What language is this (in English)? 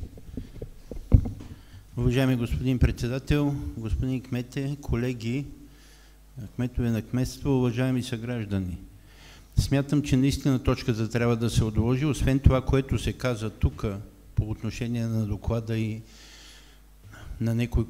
Bulgarian